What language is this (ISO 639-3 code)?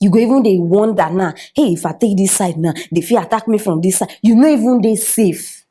pcm